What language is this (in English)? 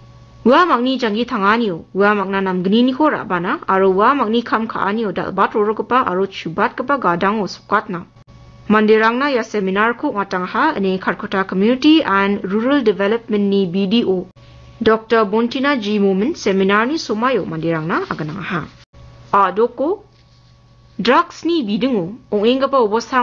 Garo